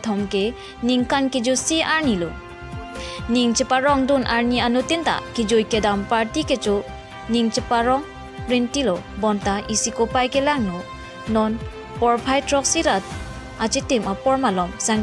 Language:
Karbi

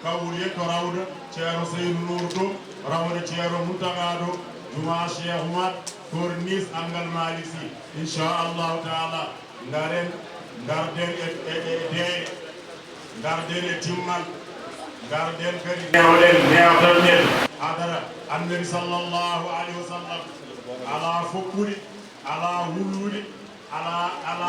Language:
Fula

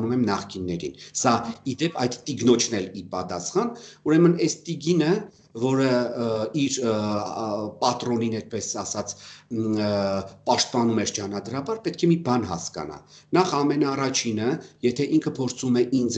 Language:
Armenian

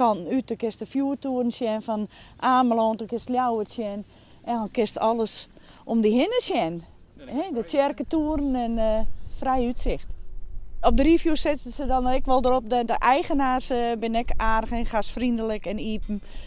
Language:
Western Frisian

